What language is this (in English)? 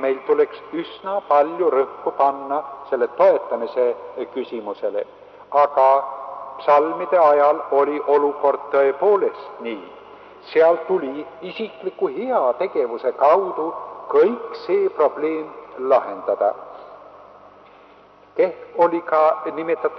Estonian